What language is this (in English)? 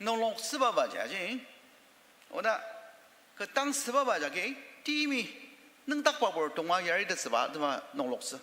Ao Naga